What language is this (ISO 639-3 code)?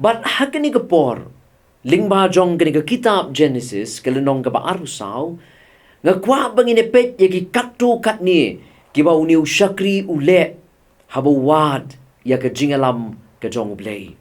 kha